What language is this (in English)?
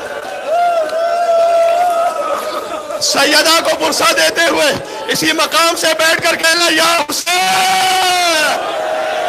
Urdu